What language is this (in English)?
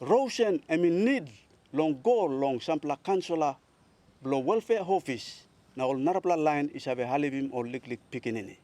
Tok Pisin